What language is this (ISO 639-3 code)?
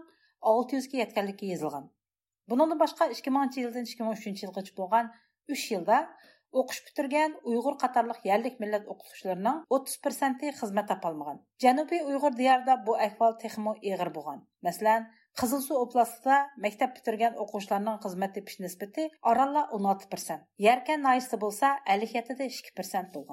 uig